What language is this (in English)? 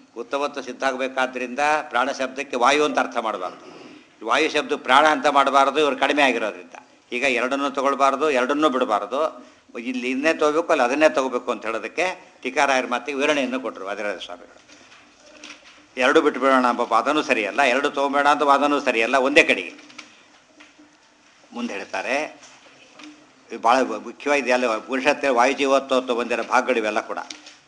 Kannada